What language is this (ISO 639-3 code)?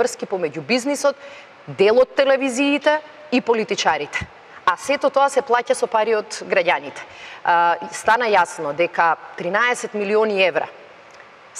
mkd